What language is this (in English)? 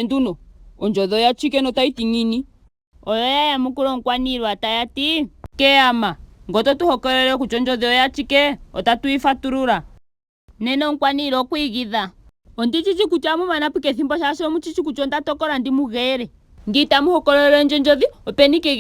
Ndonga